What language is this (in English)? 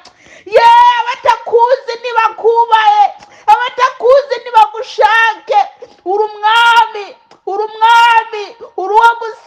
Kinyarwanda